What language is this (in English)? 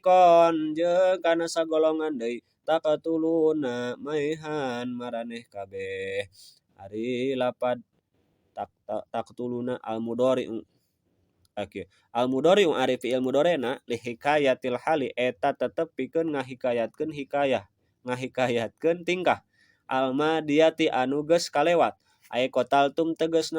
Sundanese